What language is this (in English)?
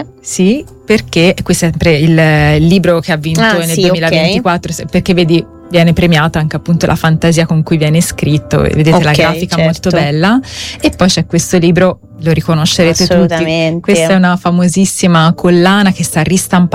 Italian